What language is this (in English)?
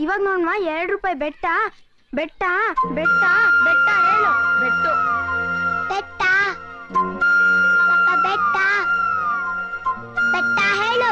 Kannada